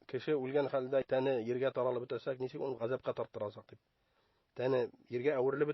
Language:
Bashkir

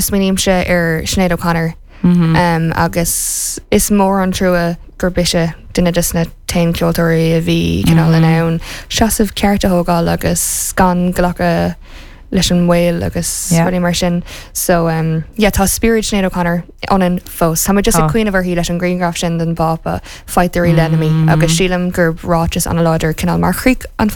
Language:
Irish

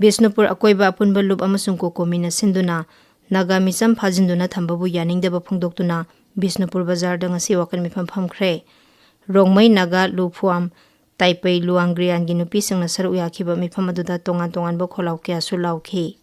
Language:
Manipuri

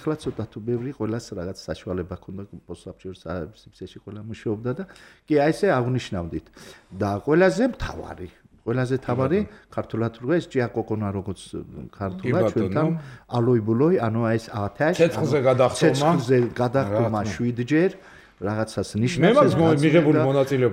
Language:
Georgian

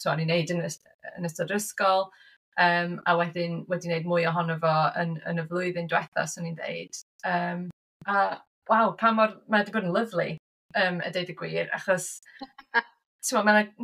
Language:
Welsh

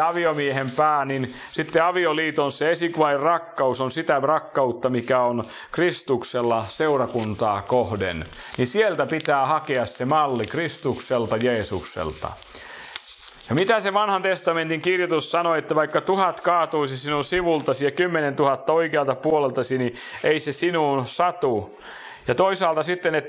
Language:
Finnish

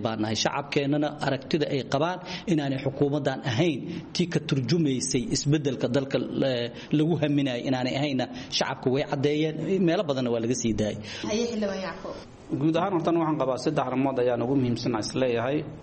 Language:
Somali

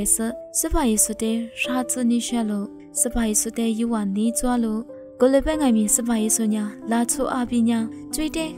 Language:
Lisu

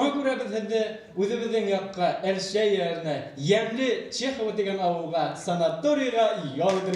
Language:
Bashkir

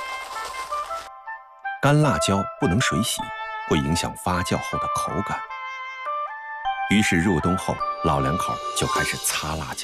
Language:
Chinese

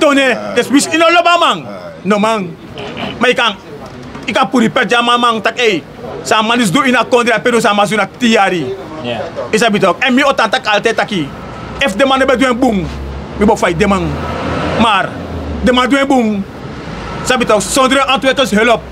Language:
Sranan Tongo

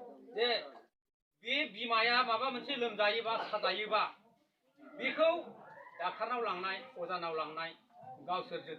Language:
Bodo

